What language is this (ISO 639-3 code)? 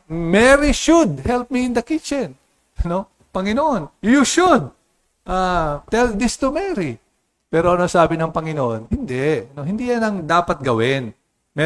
fil